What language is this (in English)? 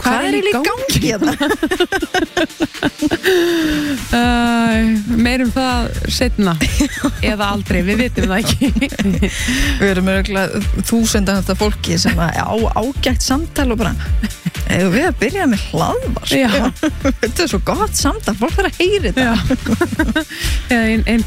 Icelandic